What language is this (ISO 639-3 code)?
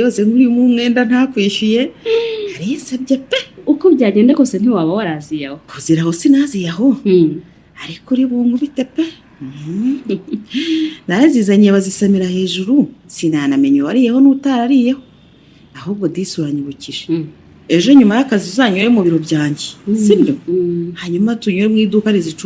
kin